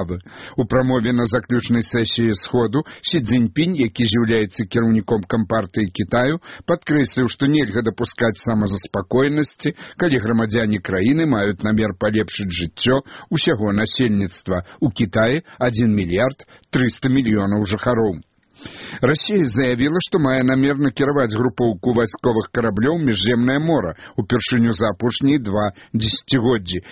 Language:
Belarusian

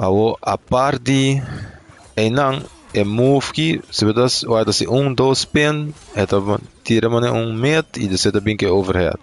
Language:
Papiamento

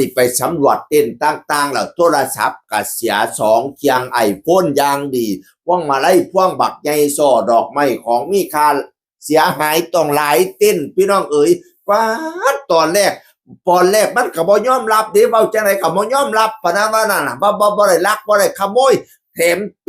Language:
Northeastern Thai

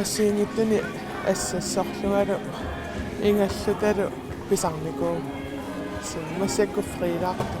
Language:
Kalaallisut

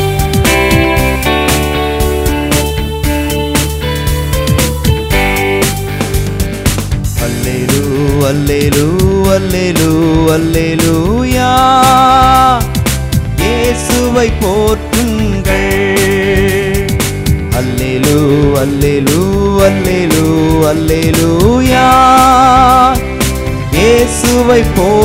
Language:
Tamil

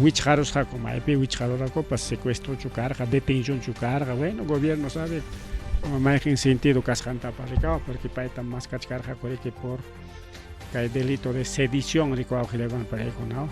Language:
Ayacucho Quechua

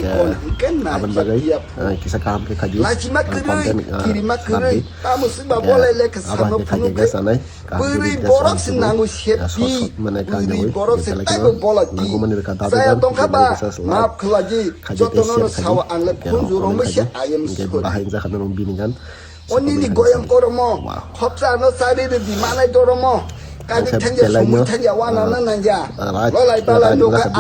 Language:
Kok Borok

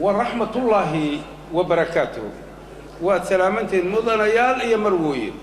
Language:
Somali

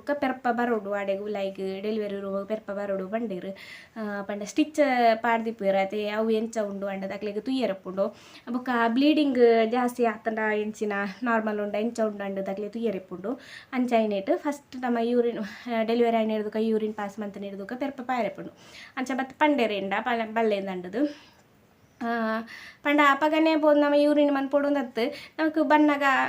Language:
Tulu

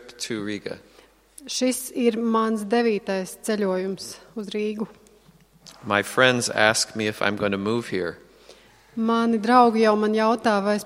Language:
Latvian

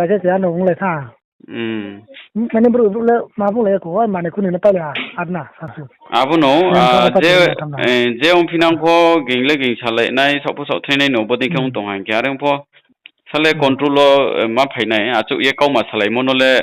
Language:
Riang (India)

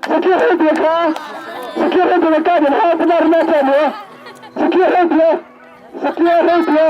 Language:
Hakha Chin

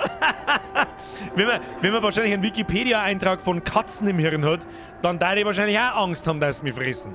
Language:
Bavarian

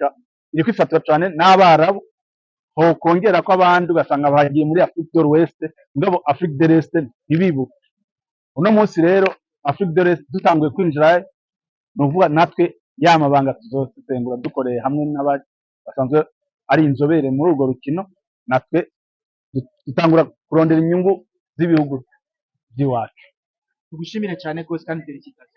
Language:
Rundi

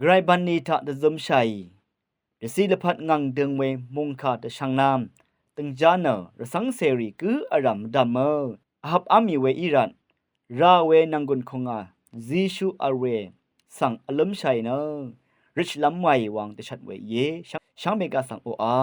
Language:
Rawang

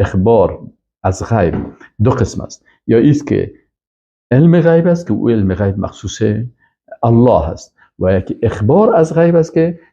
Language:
Persian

